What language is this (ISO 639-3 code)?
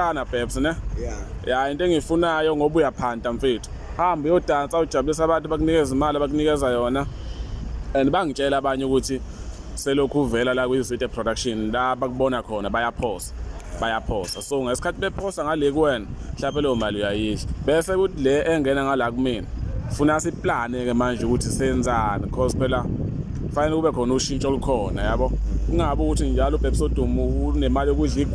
zul